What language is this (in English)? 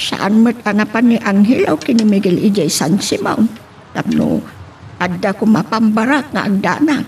Iloko